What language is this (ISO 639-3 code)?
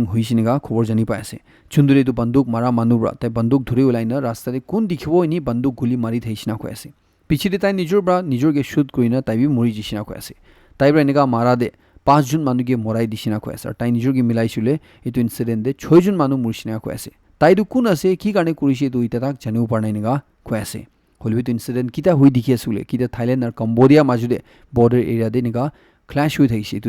nag